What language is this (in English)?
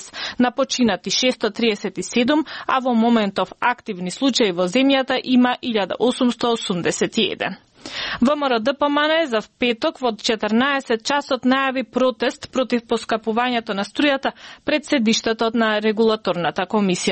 Macedonian